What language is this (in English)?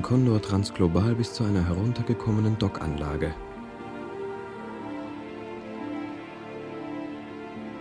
German